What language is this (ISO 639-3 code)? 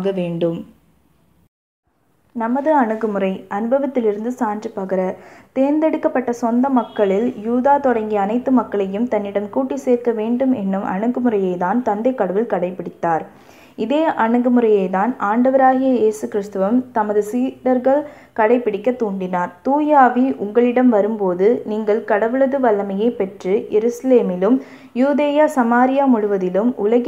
tam